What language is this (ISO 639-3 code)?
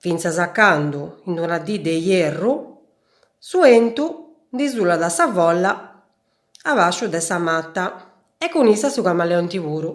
srd